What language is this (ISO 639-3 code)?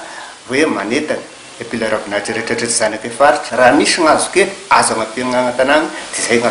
mlg